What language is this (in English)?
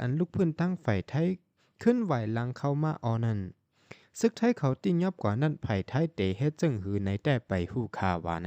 Shan